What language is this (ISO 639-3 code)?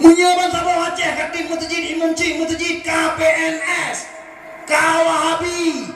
ace